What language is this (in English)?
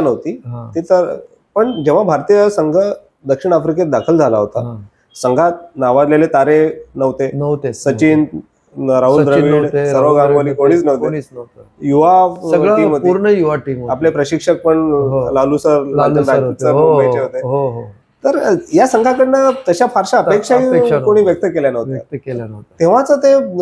Marathi